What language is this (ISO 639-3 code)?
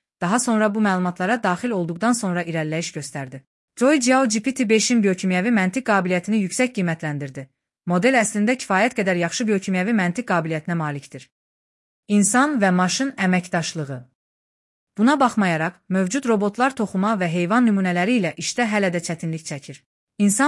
aze